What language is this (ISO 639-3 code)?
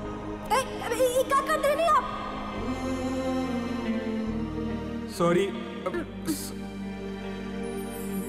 bho